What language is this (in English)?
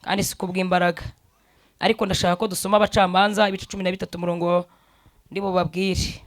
Kinyarwanda